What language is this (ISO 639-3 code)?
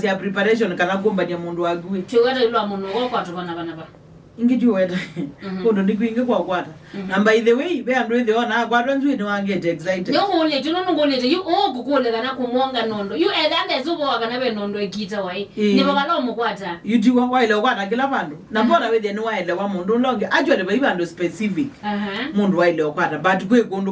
kam